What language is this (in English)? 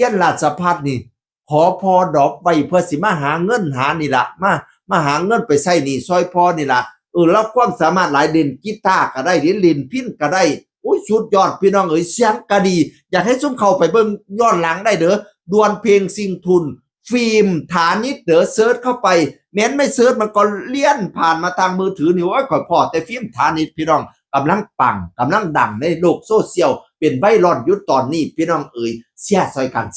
Northeastern Thai